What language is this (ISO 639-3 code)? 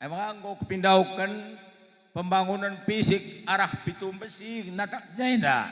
btx